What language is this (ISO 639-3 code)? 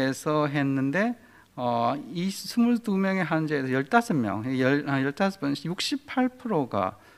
kor